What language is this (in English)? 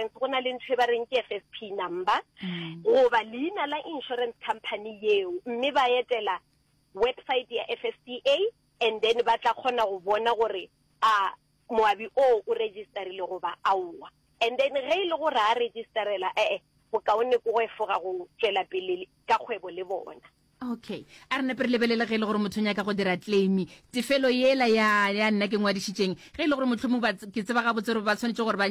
Northern Sotho